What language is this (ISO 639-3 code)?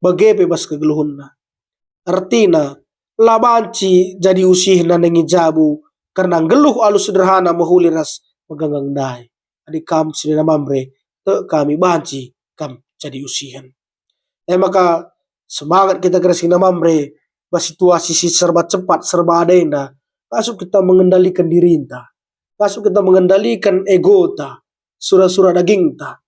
btx